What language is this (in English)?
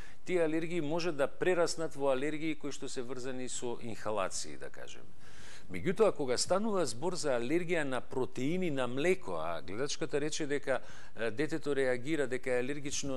Macedonian